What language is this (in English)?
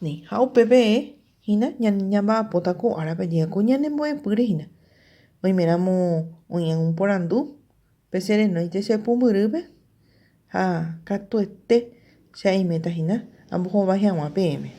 Guarani